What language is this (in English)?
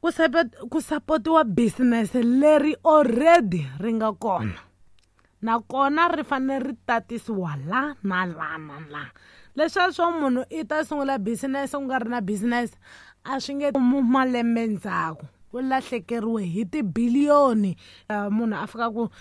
Tsonga